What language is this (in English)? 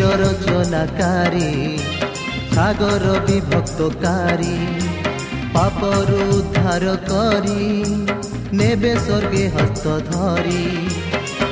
Odia